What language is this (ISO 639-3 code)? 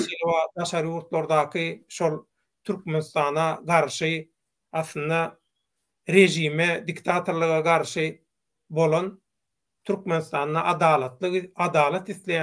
tuk